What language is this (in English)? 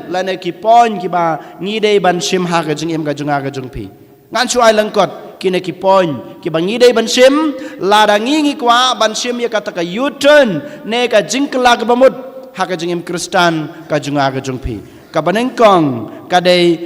Khasi